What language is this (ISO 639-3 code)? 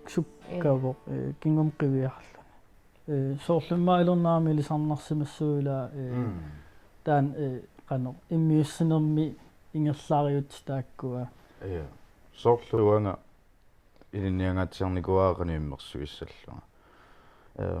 kal